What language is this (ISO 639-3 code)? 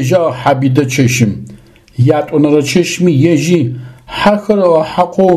ady